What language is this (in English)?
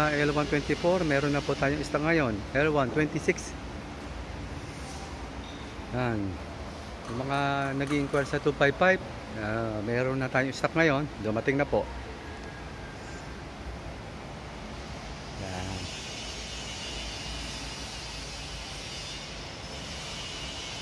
Filipino